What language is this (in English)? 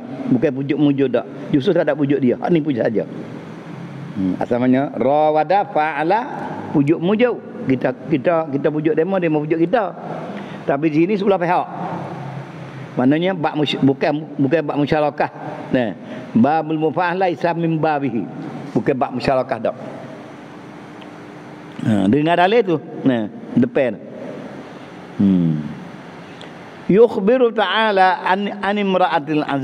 Malay